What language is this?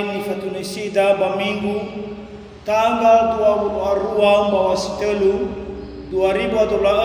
Nias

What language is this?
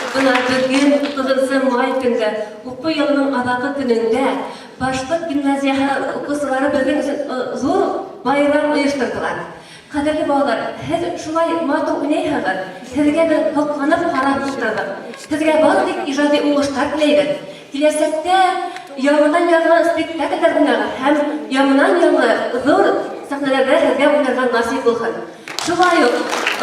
Bashkir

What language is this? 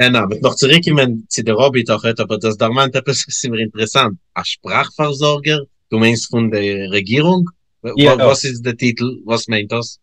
Yiddish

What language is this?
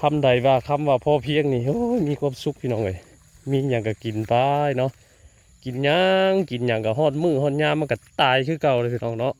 Northeastern Thai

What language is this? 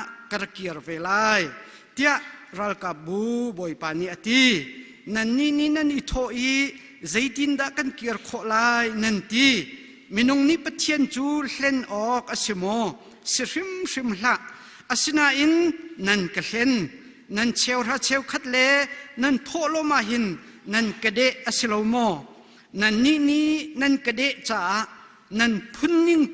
Hakha Chin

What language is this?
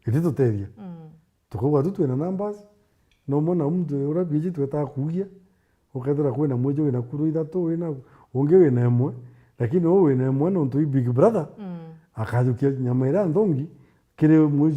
Meru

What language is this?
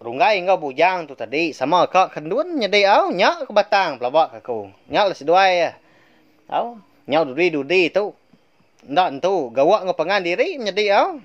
Iban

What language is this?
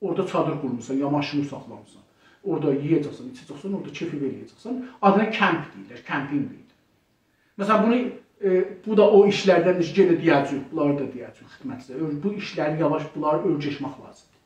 South Azerbaijani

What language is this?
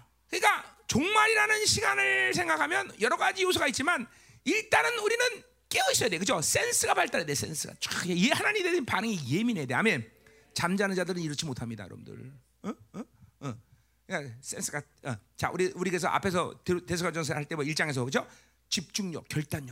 Korean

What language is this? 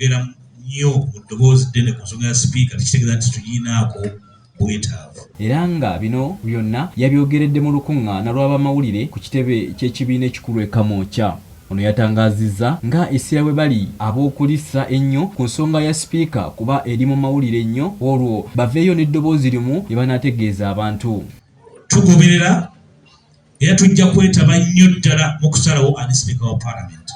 Ganda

